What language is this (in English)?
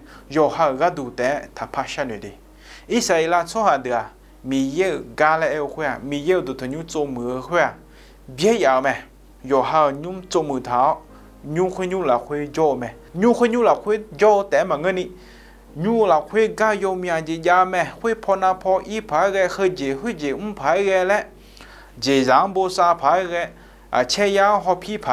Akha